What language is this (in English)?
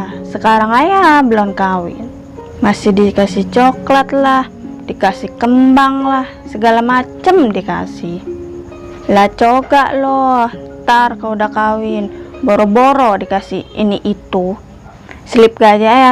Betawi